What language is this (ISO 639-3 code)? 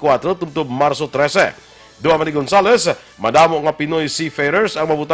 hil